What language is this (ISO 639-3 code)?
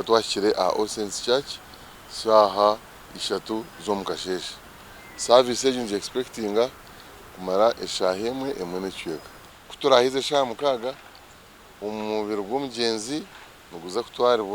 nyn